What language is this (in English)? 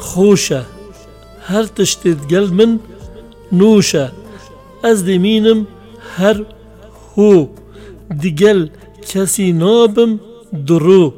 Kurdish